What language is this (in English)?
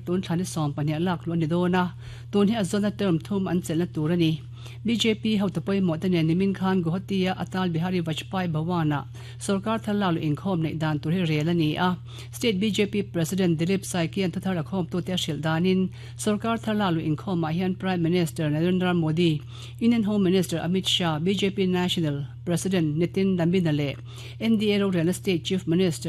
Mizo